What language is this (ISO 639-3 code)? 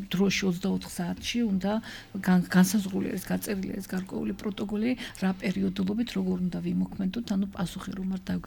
kat